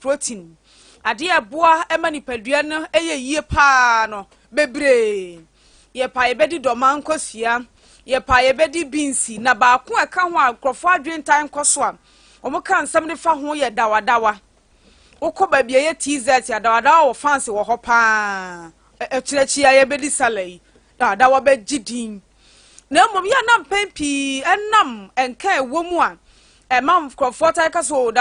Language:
Akan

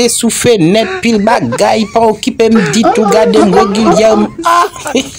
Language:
Haitian Creole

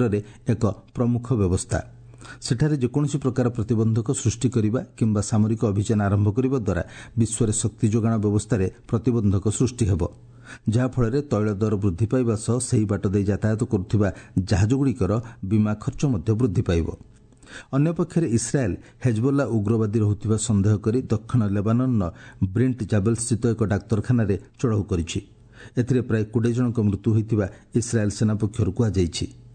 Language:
Odia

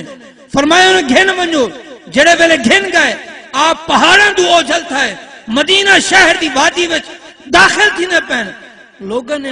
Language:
Saraiki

